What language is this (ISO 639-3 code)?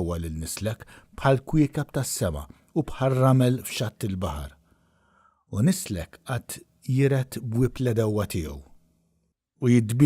mlt